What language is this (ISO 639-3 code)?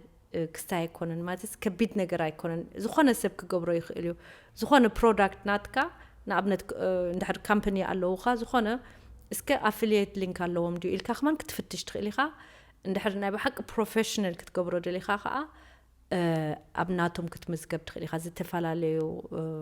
tir